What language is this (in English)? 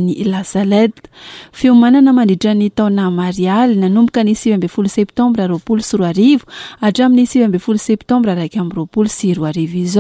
Malagasy